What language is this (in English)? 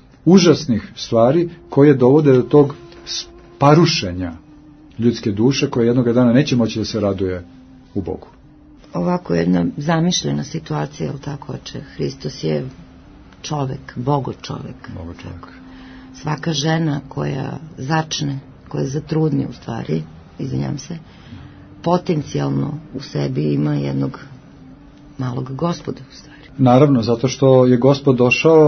Serbian